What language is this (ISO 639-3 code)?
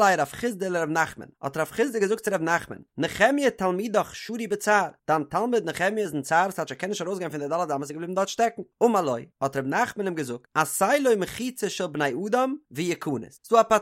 yid